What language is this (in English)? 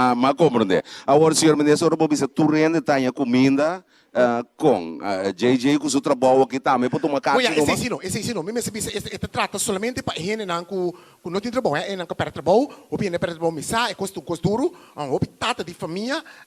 Papiamento